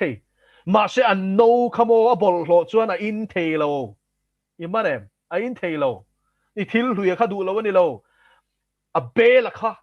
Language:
Mizo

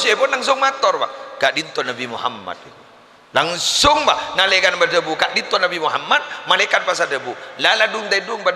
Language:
Madurese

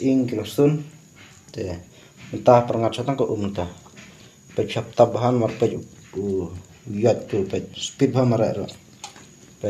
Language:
Khasi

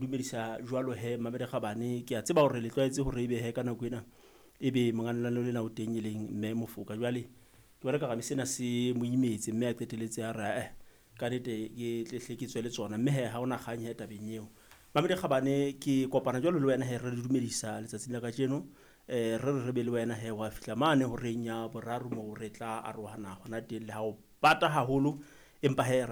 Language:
Southern Sotho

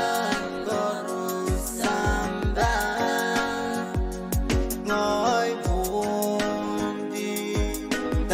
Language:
Pohnpeian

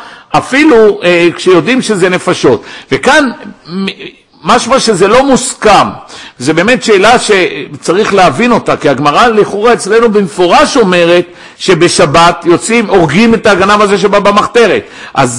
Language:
Hebrew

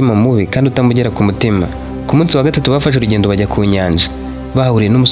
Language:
Kinyarwanda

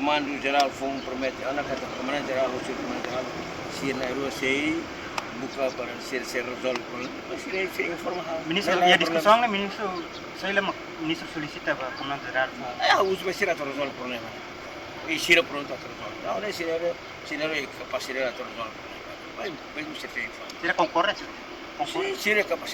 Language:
Tetum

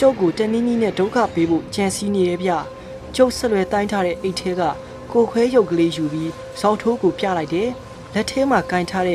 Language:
Burmese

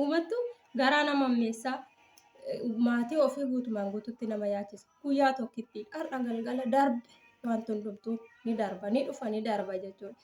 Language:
Oromo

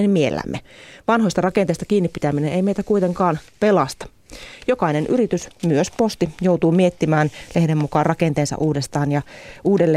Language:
Finnish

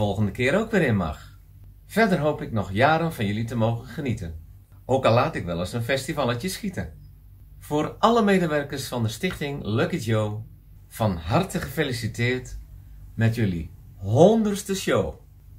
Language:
Dutch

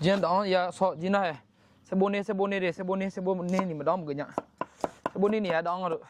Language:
Akha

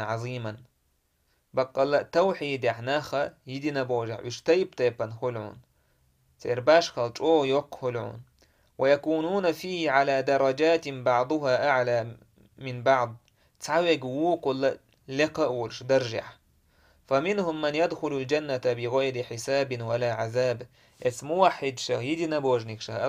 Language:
Chechen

